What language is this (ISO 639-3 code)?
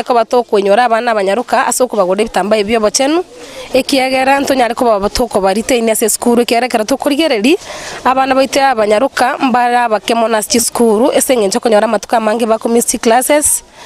guz